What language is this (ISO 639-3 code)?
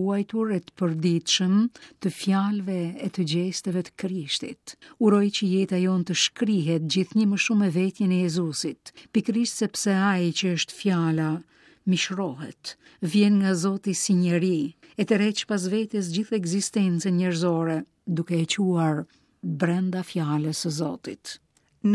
sqi